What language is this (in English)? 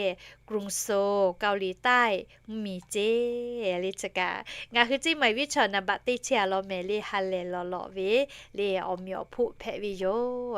Lahu